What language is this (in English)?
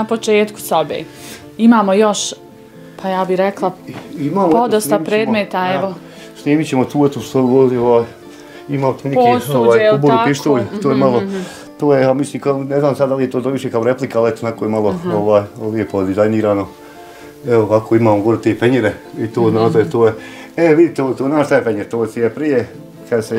Bosnian